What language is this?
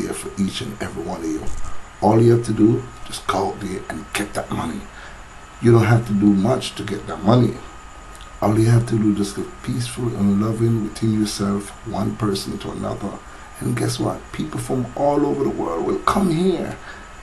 Jamaican Creole English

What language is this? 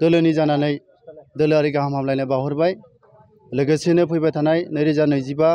Bodo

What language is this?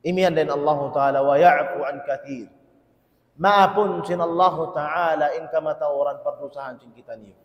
Tausug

